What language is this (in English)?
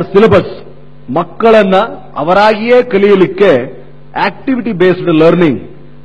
Kannada